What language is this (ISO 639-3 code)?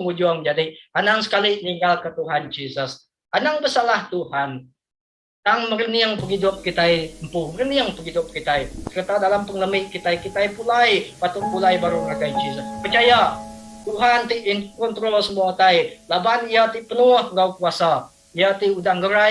iba